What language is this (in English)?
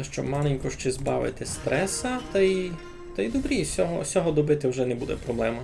Rusyn